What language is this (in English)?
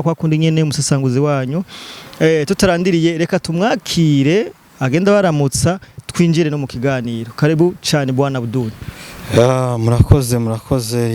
Rundi